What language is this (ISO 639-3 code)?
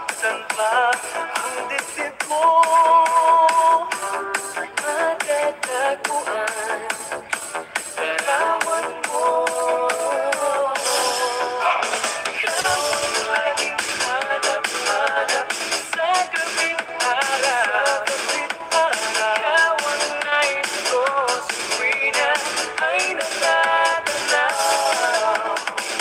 fil